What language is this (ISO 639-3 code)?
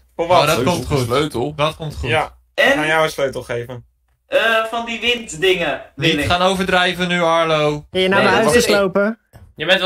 nld